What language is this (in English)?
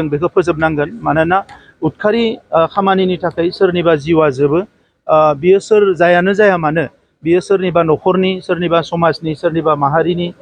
Bodo